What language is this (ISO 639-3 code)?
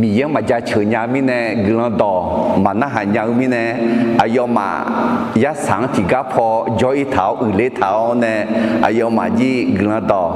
ahk